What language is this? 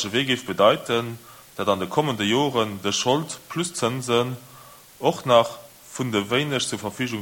Luxembourgish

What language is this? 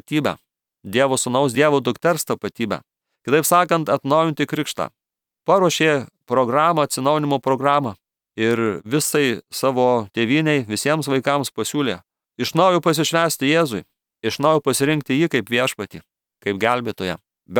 Lithuanian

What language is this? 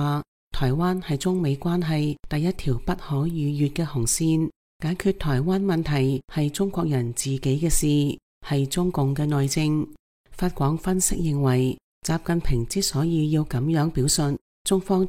Cantonese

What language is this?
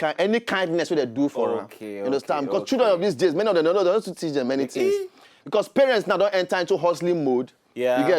Nigerian Pidgin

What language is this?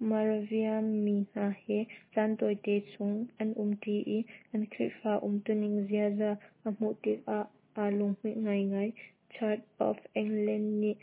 Hakha Chin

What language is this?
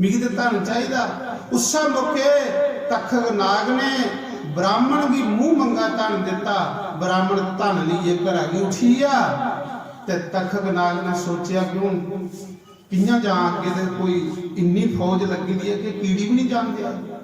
Dogri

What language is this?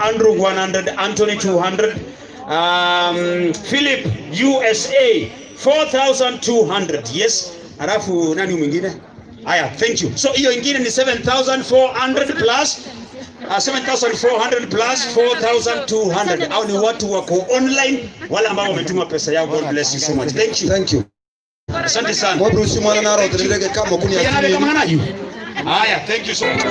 Gusii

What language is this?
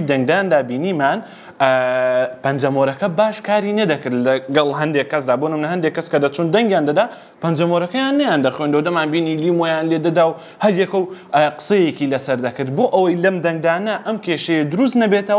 Central Kurdish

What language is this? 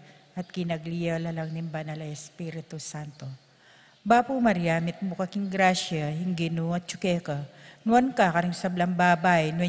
Pampanga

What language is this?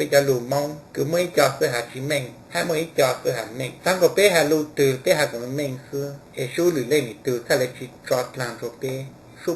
Hmong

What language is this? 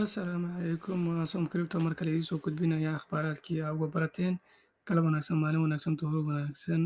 Somali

